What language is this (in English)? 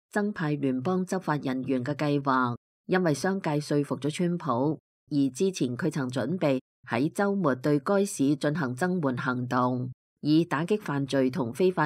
Cantonese